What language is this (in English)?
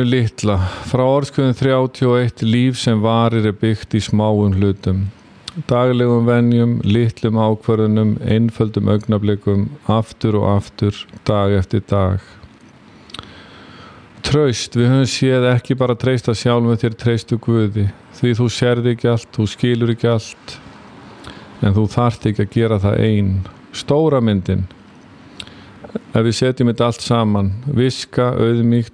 Icelandic